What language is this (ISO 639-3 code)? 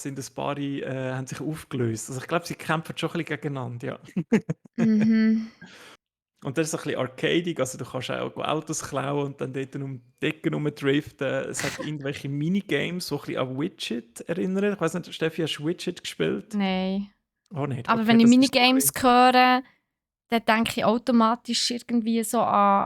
gsw